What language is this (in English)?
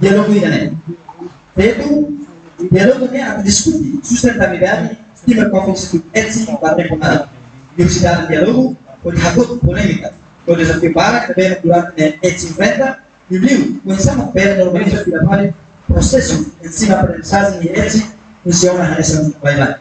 Tetum